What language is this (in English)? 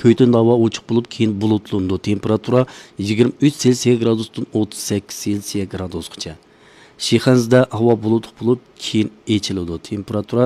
Uyghur